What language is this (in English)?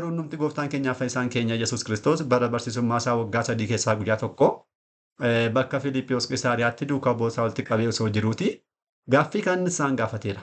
Oromo